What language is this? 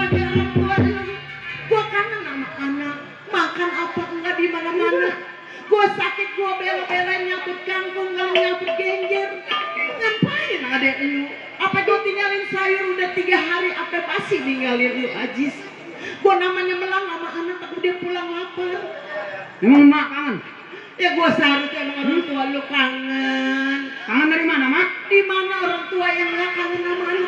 Betawi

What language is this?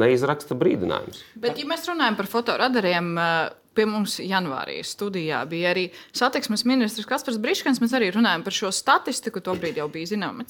Latvian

